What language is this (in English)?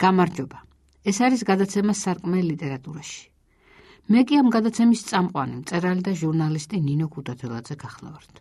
Georgian